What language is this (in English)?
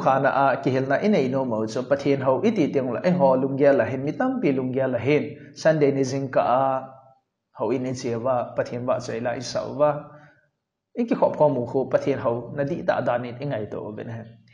Thado Chin